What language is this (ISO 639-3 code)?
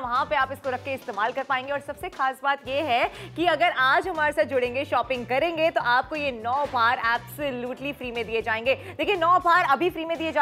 hin